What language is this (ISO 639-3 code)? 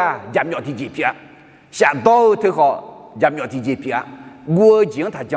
ahk